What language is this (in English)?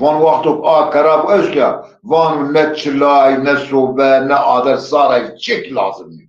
Zaza